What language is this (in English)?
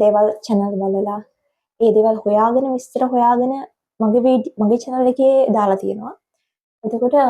Sinhala